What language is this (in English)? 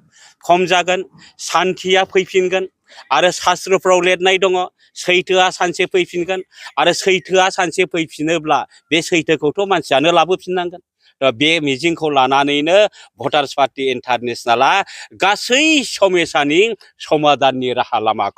Bodo